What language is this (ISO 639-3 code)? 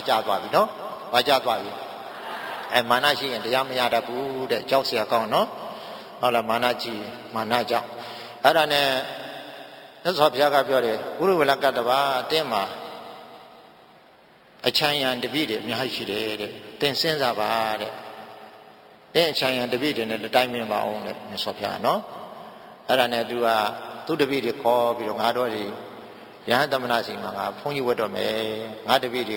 mya